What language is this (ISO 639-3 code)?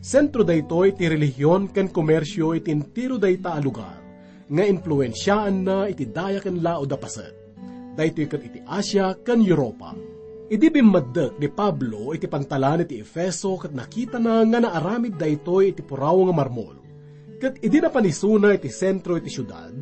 ilo